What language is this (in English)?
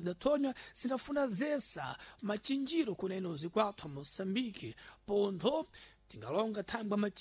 Sena